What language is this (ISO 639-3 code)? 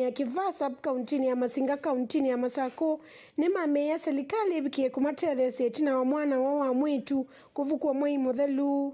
kam